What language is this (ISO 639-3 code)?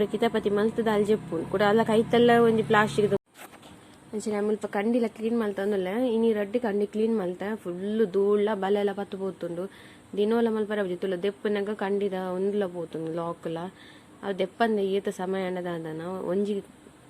tcy